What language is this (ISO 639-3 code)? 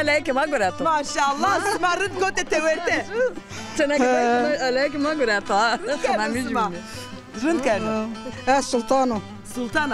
zza